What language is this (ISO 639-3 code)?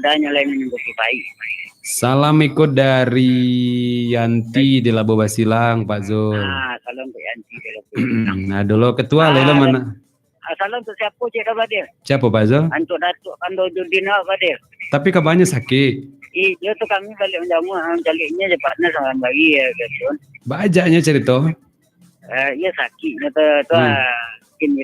min